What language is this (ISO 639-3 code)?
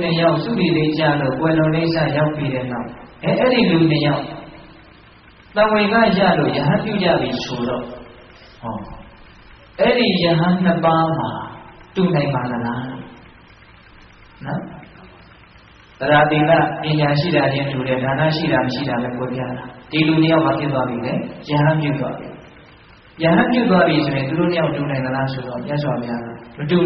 mya